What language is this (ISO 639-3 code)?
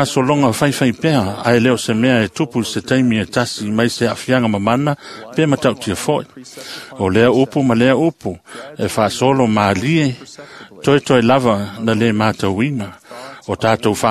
smo